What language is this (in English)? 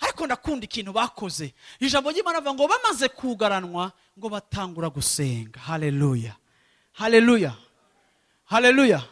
Rundi